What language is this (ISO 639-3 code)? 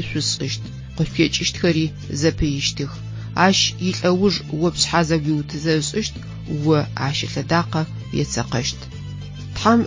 ady